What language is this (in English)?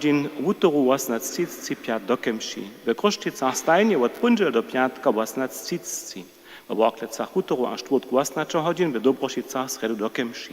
Upper Sorbian